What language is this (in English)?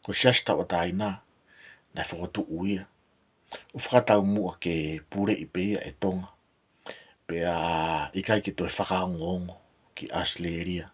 Tongan